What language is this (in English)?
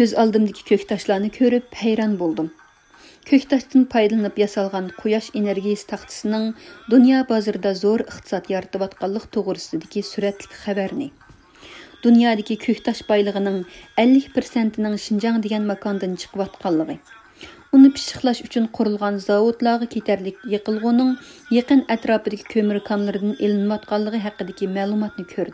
Uyghur